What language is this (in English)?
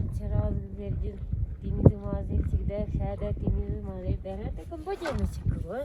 Tibetan